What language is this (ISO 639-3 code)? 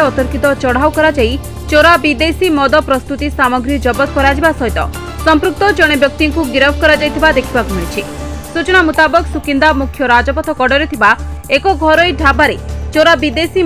ori